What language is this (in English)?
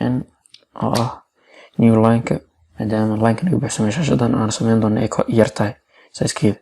Somali